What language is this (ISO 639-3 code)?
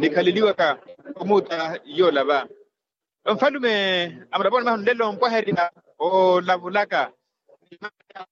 vmw